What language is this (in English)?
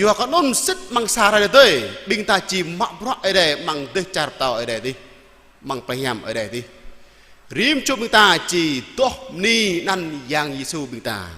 Jarai